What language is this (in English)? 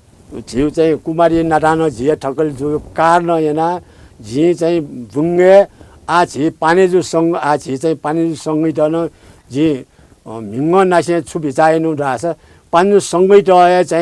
Newari